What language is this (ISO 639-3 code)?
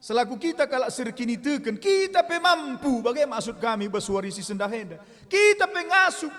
btx